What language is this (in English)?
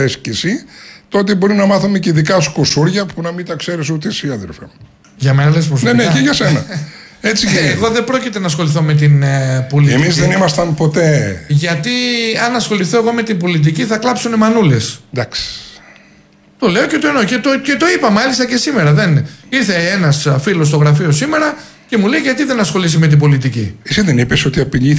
Greek